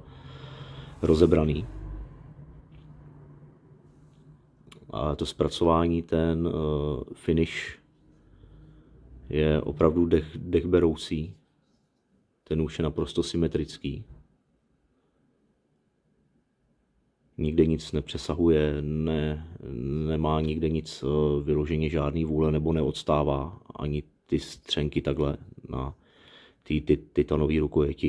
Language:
Czech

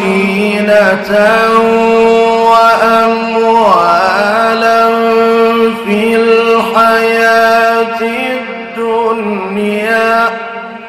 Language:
Arabic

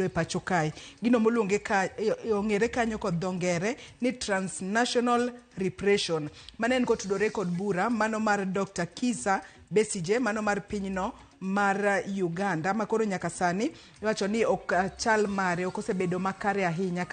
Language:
Luo (Kenya and Tanzania)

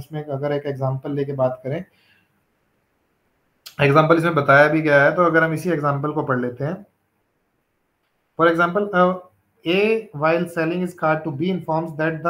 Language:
Hindi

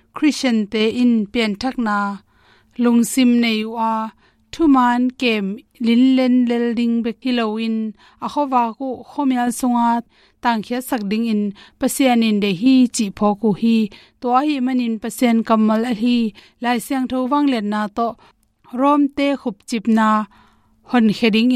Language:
Tedim Chin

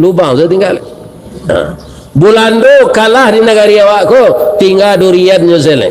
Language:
Minangkabau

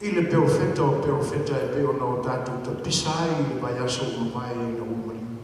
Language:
Samoan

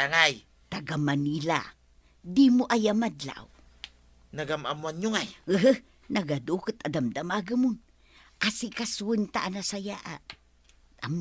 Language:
Iloko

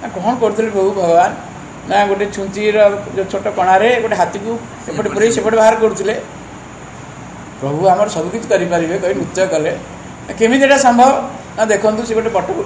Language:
Odia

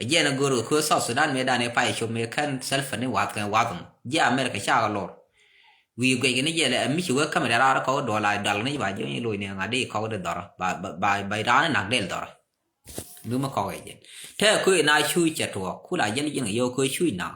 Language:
Nuer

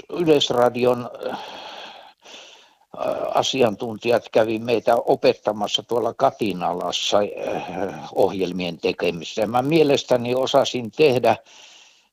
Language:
Finnish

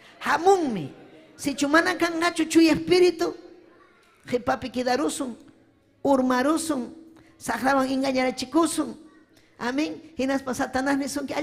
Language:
Ayacucho Quechua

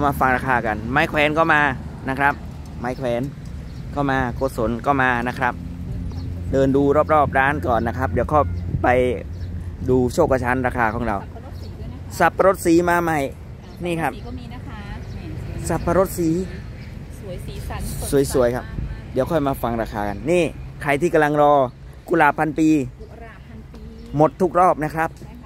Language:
Thai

